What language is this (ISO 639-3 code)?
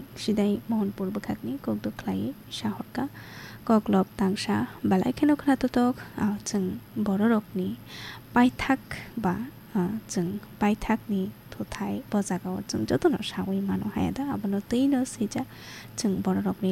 trp